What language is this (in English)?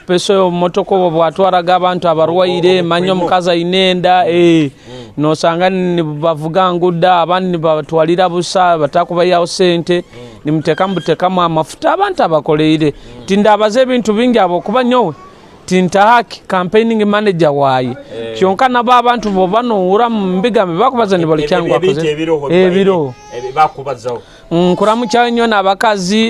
Nyoro